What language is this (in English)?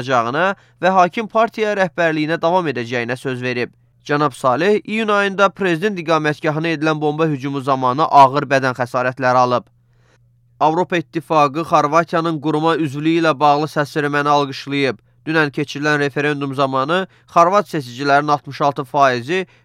Azerbaijani